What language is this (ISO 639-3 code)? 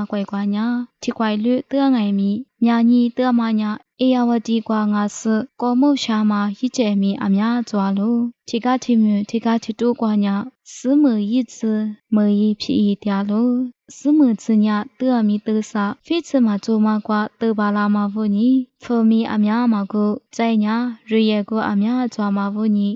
lis